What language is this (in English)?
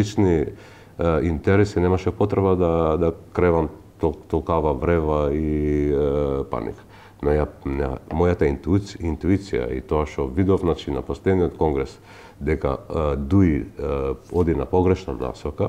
Macedonian